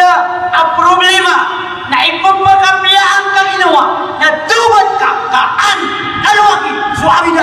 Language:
Maranao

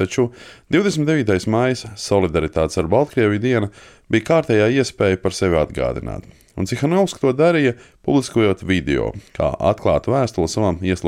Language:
Latvian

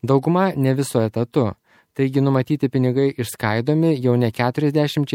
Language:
Lithuanian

